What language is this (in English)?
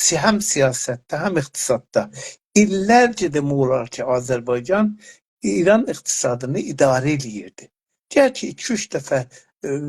South Azerbaijani